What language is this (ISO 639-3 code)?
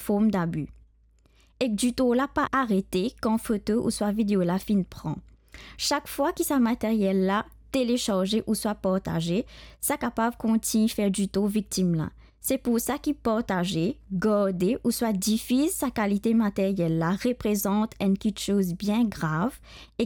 mfe